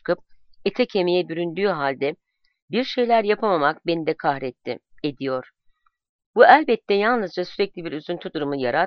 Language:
Turkish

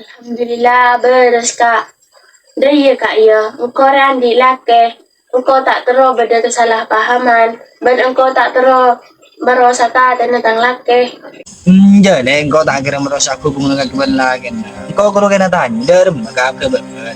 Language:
Madurese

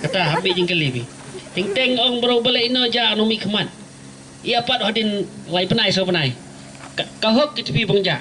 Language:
Khasi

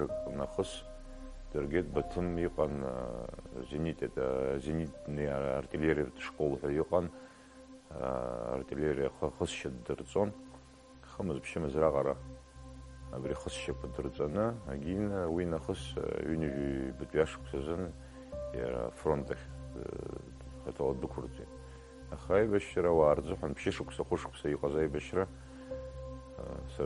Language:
Abkhazian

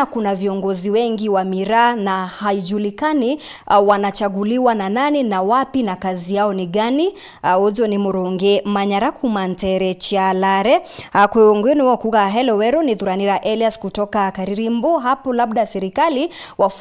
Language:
Meru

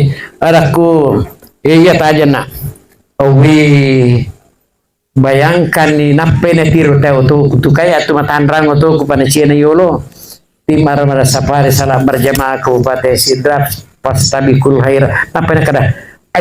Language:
Buginese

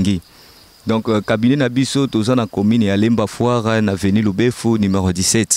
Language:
Lingala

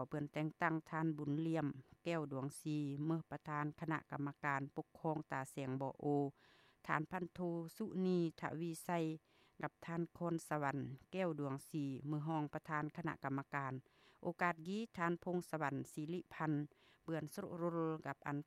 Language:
Lao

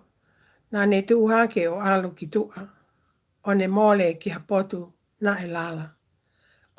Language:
Tongan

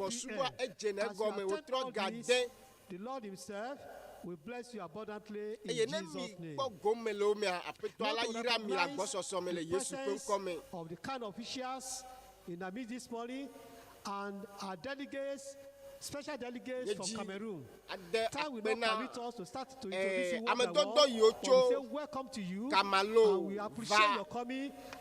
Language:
Ewe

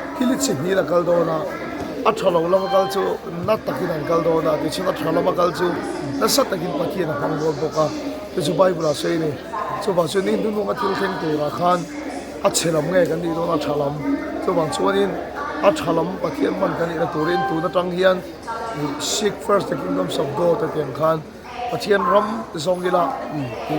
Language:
Hmar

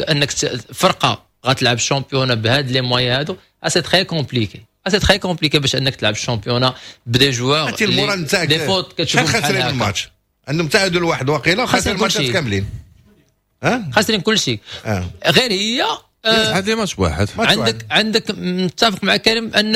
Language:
Moroccan Arabic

